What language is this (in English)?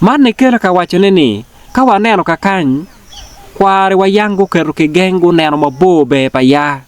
Acoli